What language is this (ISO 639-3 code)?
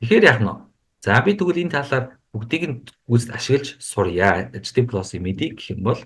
mon